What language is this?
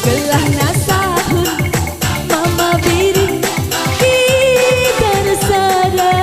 Batak Karo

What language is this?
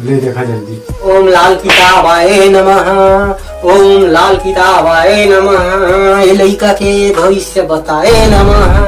Chhattisgarhi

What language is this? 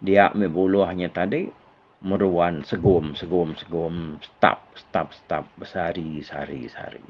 Iban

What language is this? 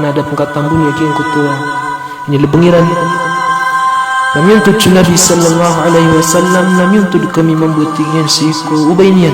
Maranao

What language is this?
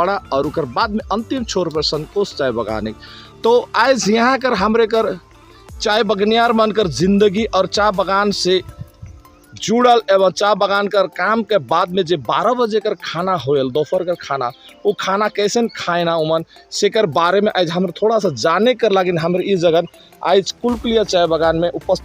Sadri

